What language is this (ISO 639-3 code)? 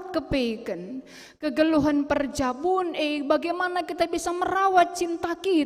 btx